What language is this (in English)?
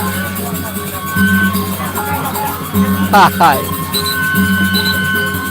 Sasak